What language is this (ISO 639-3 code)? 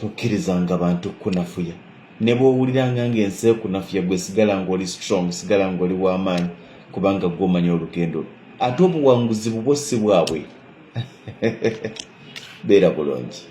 lug